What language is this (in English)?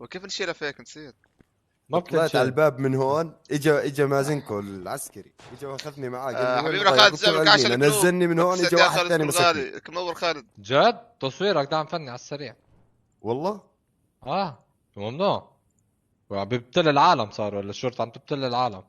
North Levantine Arabic